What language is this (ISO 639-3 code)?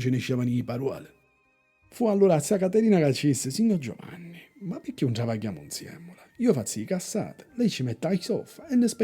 scn